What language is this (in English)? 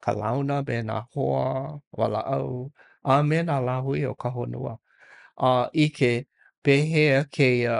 Hawaiian